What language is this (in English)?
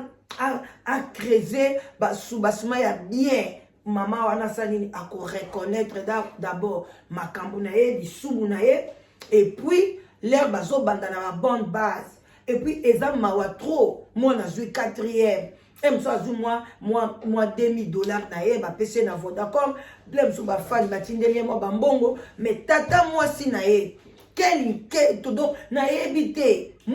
Lingala